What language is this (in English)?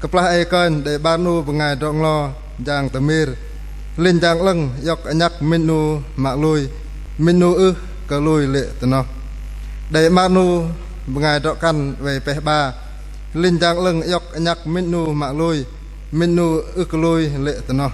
Bahnar